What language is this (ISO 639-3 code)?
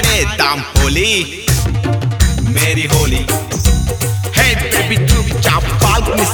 tel